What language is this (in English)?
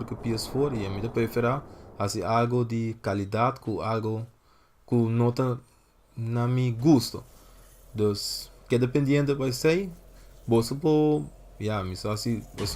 Papiamento